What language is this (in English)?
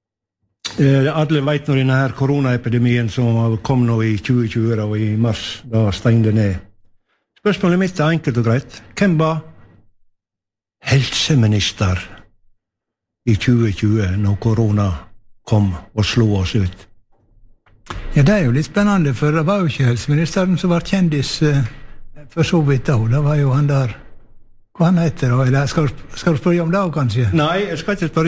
Norwegian